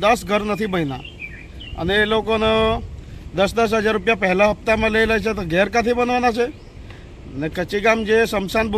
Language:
Gujarati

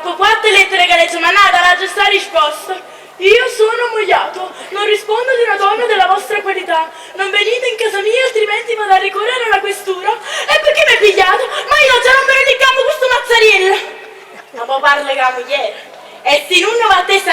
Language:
Neapolitan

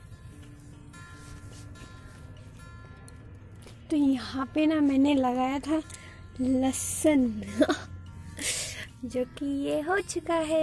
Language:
Hindi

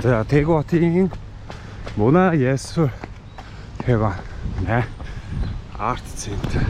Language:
Mongolian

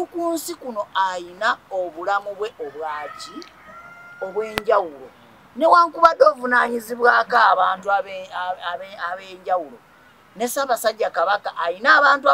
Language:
Ganda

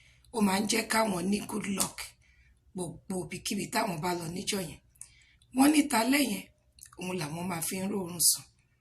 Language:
Yoruba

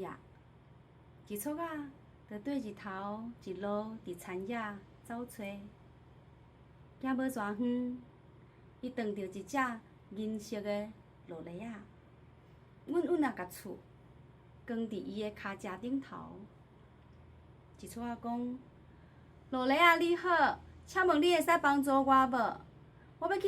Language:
Min Nan Chinese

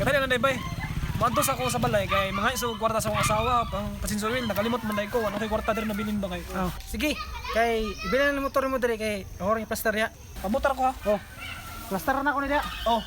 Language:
Cebuano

